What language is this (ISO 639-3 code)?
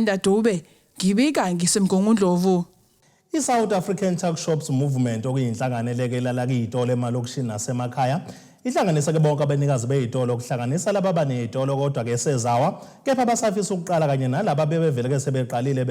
zul